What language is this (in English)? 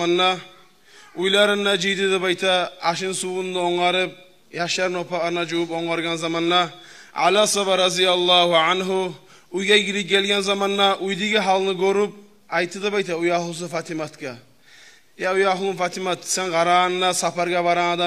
Kumyk